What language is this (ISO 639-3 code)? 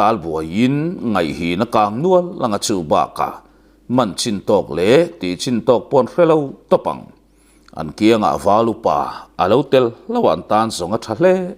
lus